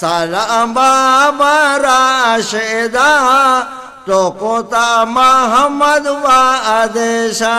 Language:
Eastern Balochi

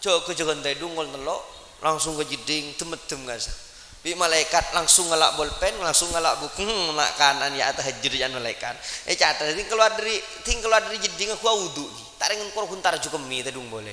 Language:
Madurese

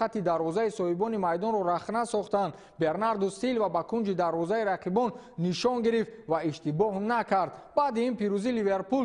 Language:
Tajik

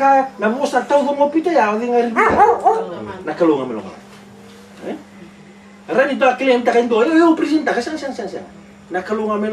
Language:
Fijian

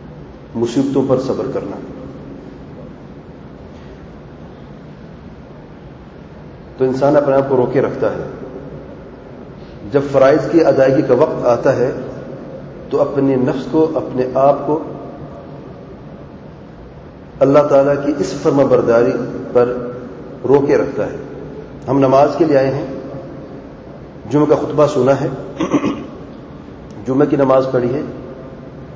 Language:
Urdu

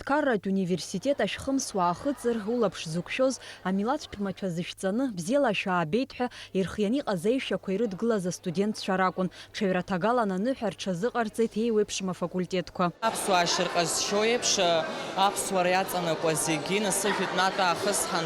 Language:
Abkhazian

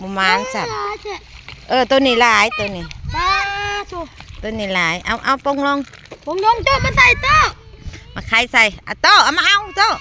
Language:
Northeastern Thai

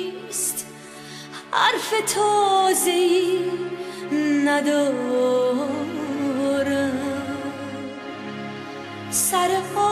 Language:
Persian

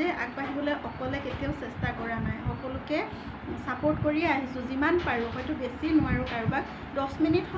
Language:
Assamese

